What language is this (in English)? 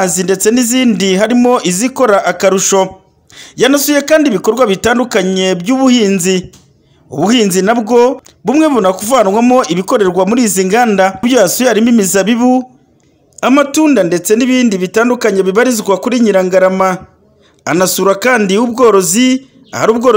Kinyarwanda